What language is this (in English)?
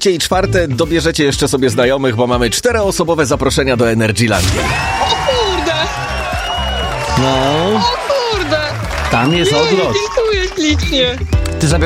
Polish